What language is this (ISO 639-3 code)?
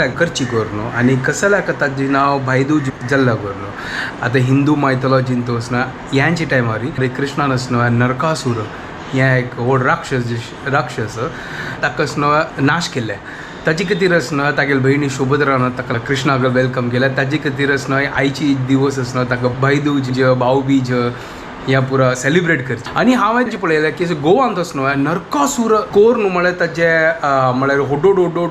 kok